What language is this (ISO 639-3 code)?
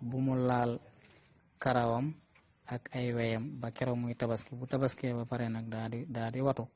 wol